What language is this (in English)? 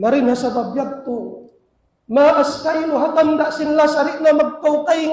Tausug